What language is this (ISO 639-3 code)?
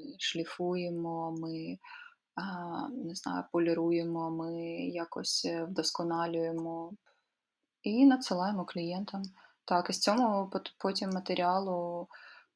ukr